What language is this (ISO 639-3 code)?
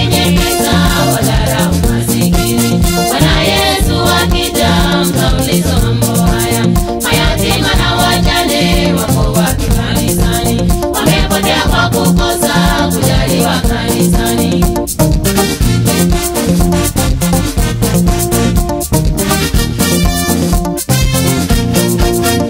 swa